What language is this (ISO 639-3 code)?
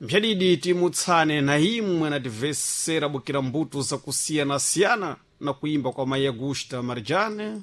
seh